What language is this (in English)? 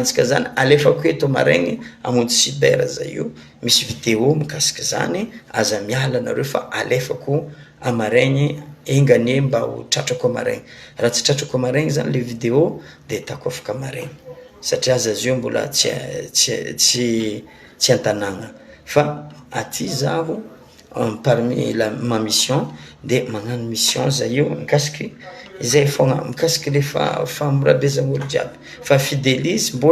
Malagasy